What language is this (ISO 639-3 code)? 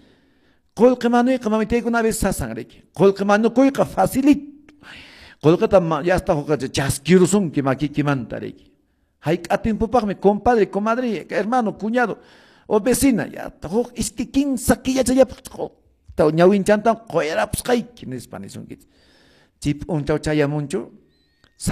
que